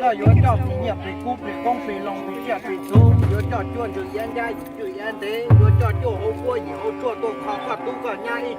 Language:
Hmong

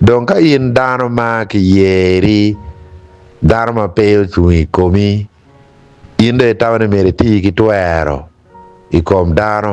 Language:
Acoli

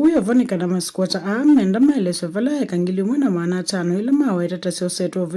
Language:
Kamba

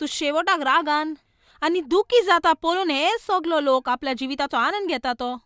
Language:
Konkani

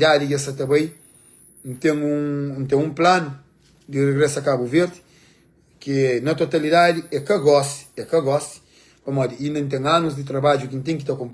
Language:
Kabuverdianu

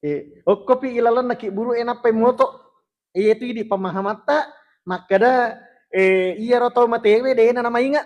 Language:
Buginese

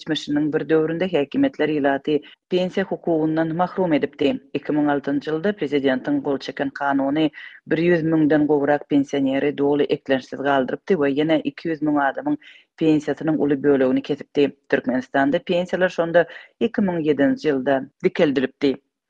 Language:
Turkmen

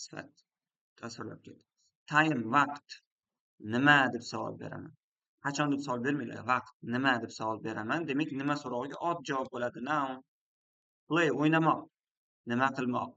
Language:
Uzbek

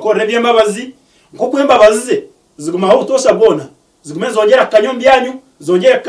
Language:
Nyankole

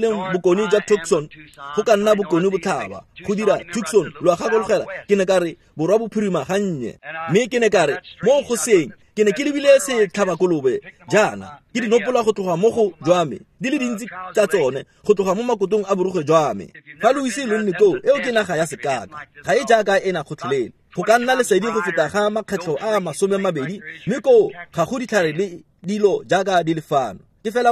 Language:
Tswana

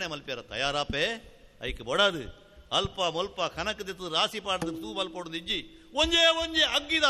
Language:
Tulu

